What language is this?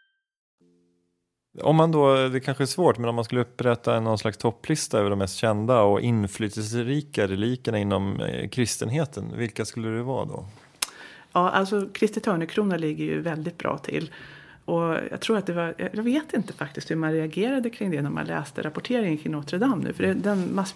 Swedish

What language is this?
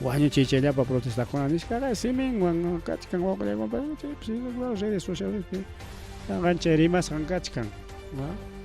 Ayacucho Quechua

